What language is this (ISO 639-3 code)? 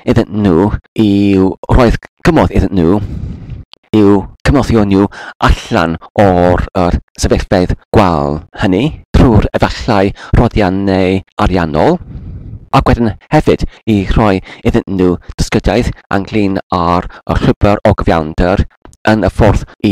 cym